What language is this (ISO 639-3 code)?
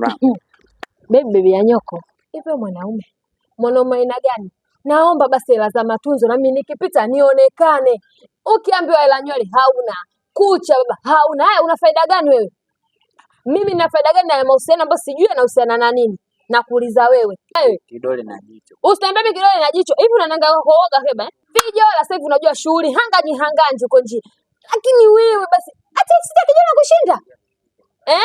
swa